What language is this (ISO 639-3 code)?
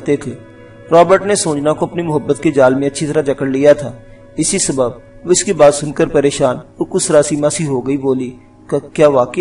urd